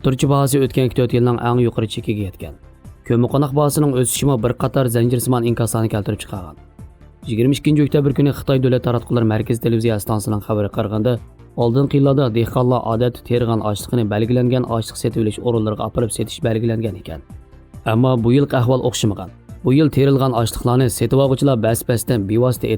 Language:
Uyghur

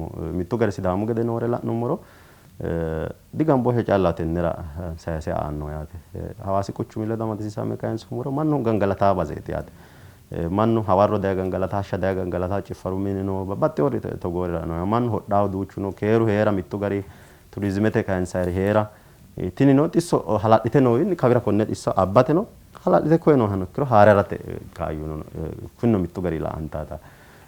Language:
Sidamo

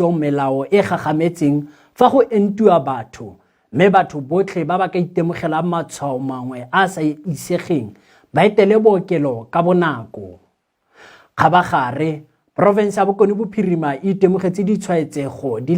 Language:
Tswana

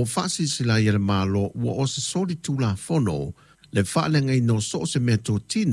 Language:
Samoan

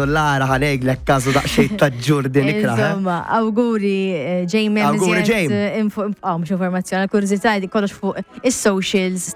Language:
Maltese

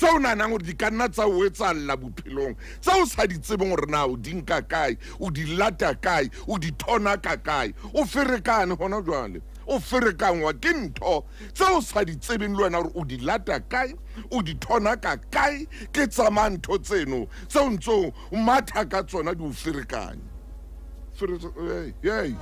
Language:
Southern Sotho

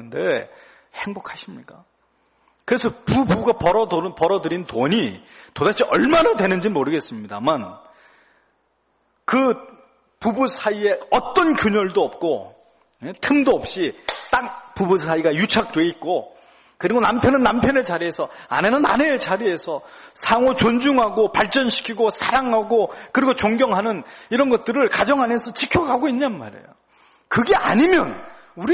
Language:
Korean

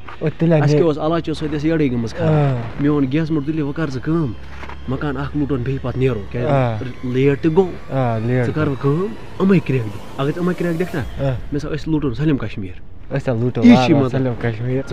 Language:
Kashmiri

